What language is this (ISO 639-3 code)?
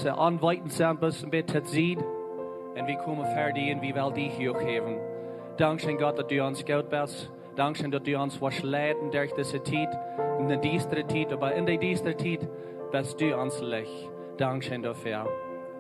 pdt